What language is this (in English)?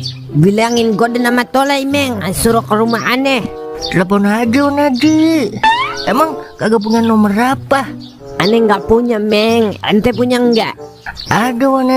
Betawi